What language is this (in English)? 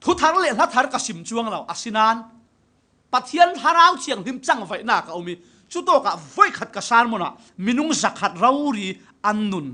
Falam Chin